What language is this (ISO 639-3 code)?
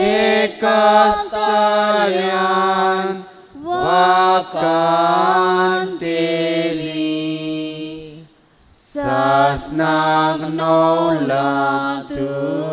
kok